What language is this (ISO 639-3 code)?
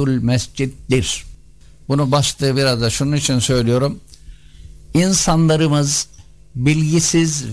tur